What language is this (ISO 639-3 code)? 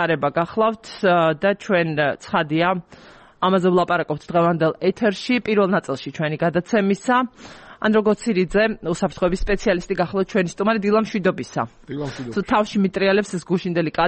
kat